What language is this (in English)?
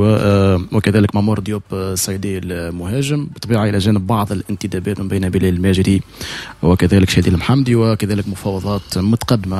Tunisian Arabic